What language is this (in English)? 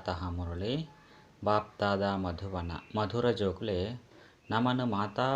Tulu